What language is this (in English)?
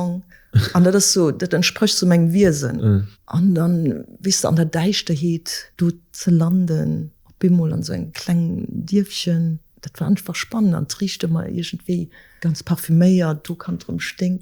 Luxembourgish